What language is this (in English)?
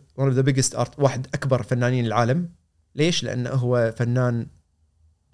Gulf Arabic